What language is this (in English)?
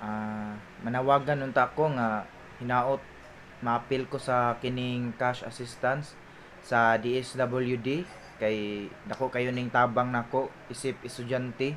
Cebuano